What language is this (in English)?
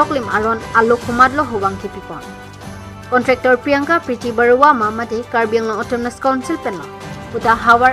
Karbi